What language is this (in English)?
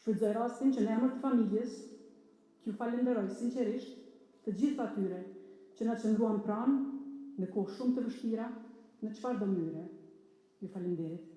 Albanian